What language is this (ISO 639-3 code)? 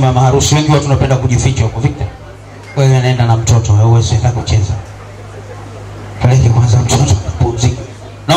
swa